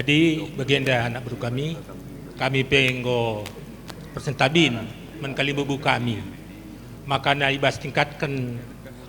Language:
Batak Karo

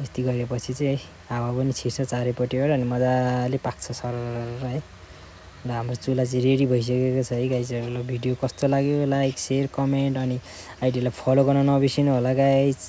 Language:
Nepali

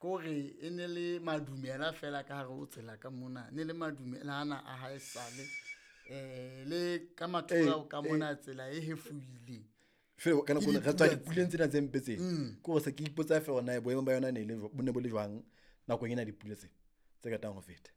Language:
Southern Sotho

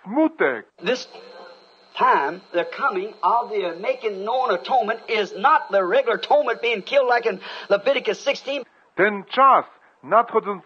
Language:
Polish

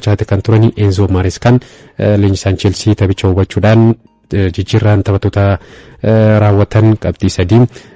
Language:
Oromo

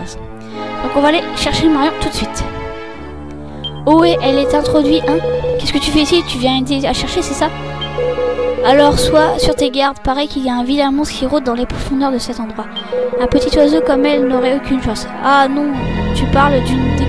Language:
French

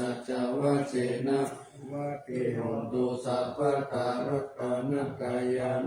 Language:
Pali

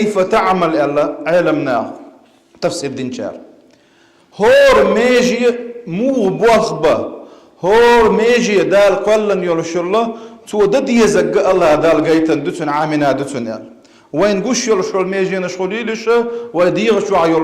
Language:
Chechen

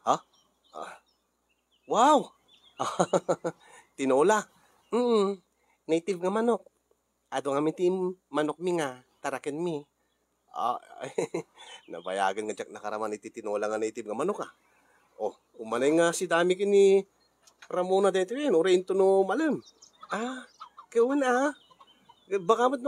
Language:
Iloko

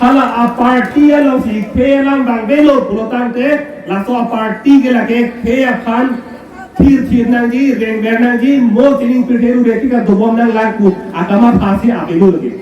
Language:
Karbi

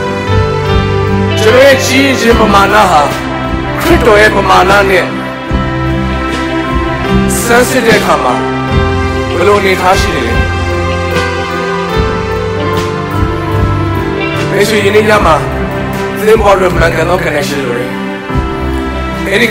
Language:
Burmese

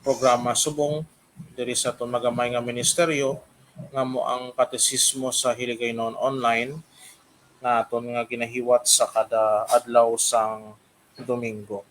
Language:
Hiligaynon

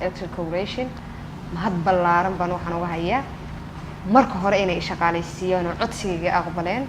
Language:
Somali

